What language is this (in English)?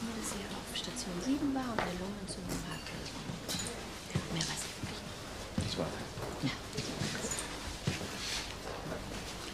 German